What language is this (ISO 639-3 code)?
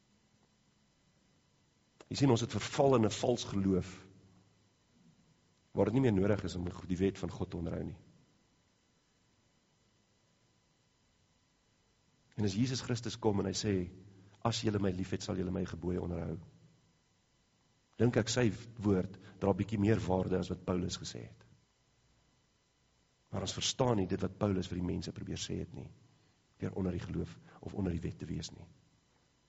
afr